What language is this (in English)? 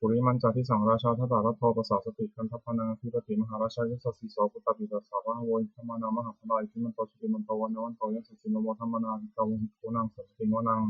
Pali